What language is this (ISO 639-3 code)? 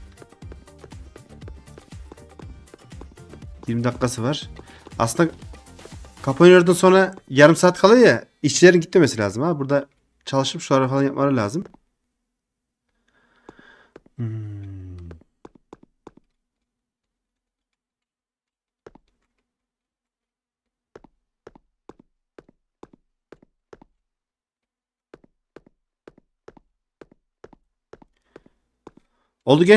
tur